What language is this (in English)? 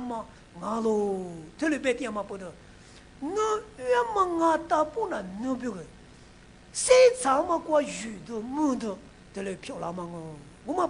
Lisu